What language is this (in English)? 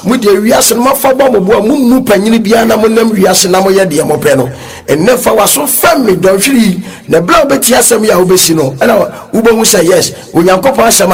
Akan